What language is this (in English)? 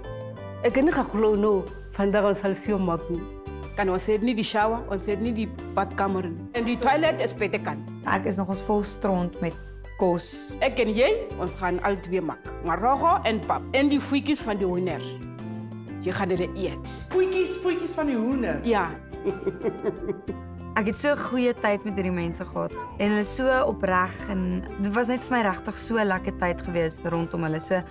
Afrikaans